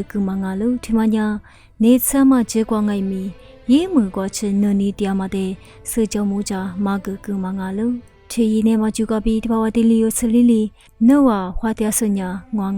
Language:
Lisu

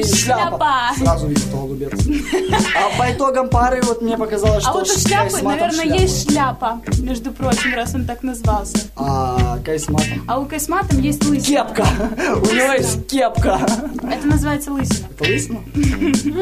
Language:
Russian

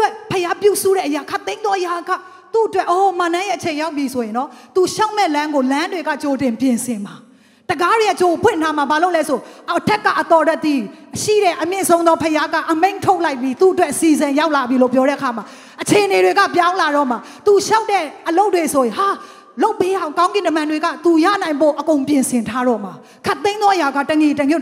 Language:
Burmese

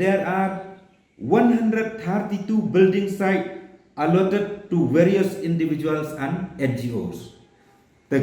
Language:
Pnar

